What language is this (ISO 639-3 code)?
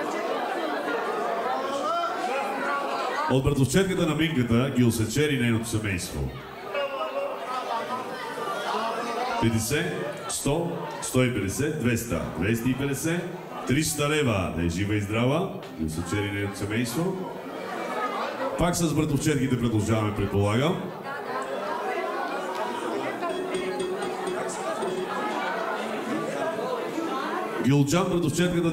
bul